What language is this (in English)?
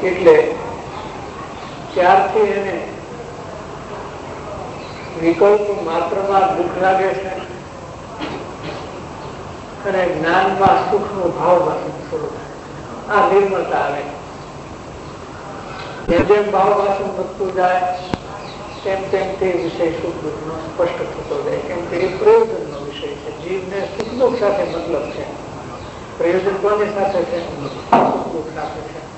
Gujarati